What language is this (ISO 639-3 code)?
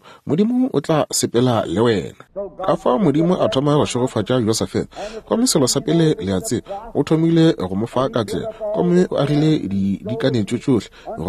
nso